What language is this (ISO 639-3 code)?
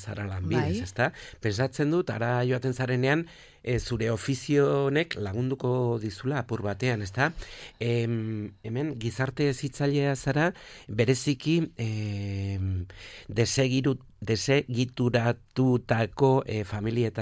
eus